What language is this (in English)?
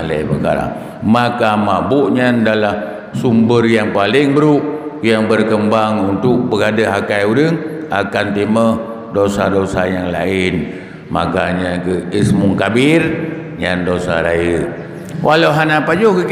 Achinese